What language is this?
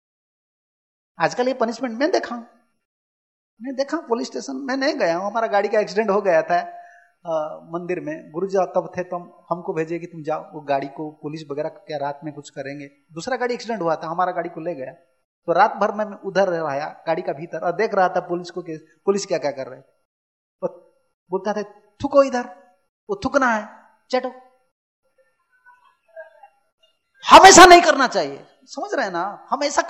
Hindi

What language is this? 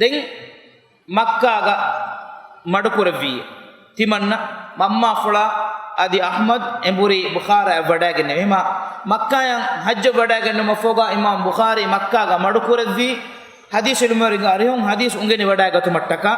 Divehi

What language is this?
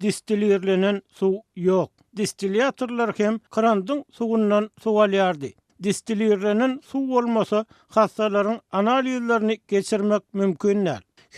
Turkmen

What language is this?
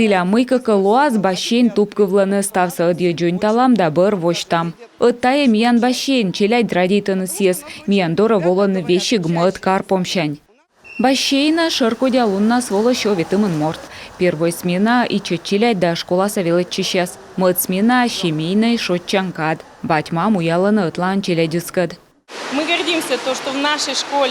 Komi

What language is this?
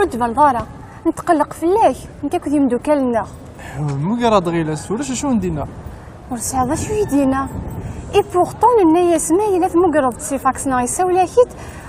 Kabyle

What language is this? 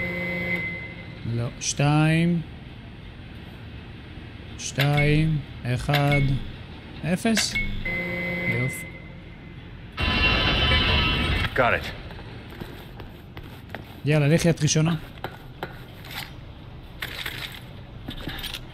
Hebrew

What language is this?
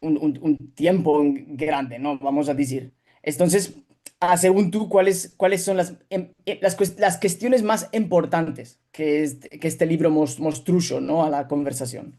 Ladino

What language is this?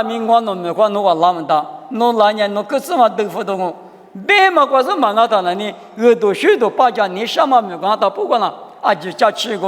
Lisu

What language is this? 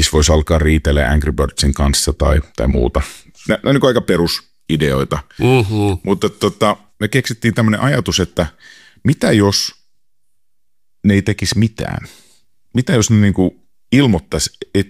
Finnish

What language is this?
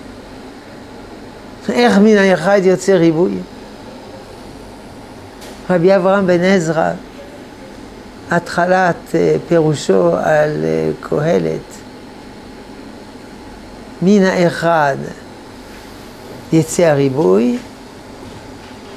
Hebrew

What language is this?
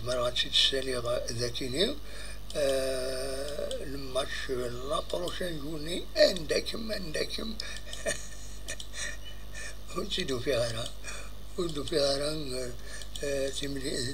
Kabyle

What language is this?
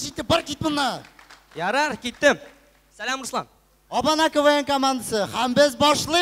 Tatar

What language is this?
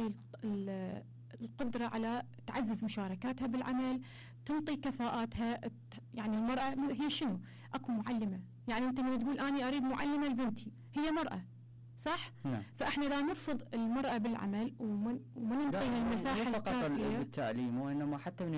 Mesopotamian Arabic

